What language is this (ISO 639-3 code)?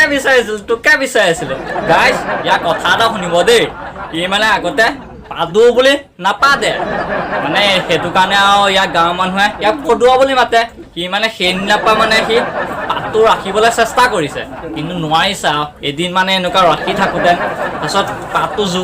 asm